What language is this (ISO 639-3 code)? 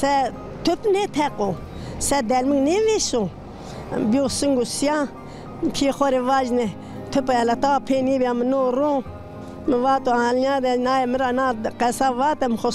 zza